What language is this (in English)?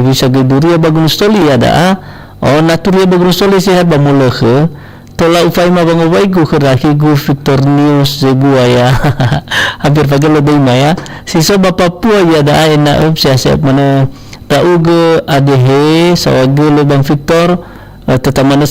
Nias